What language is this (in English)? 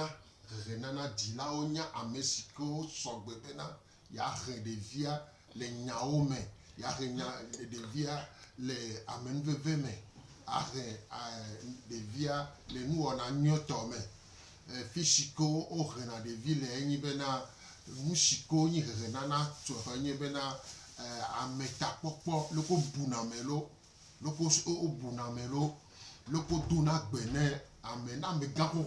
Gen